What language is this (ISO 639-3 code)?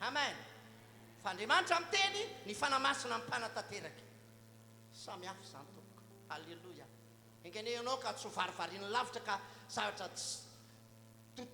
mlg